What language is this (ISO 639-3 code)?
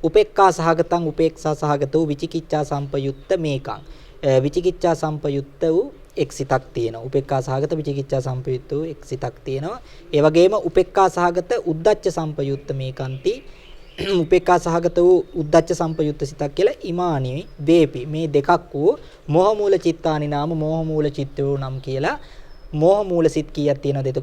sin